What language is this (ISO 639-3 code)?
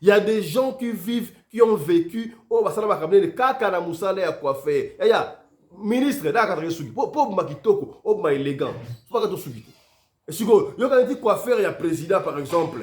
lin